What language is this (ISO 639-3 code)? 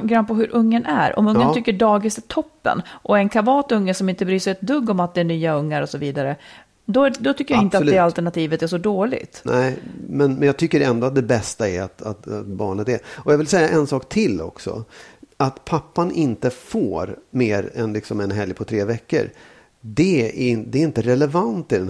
swe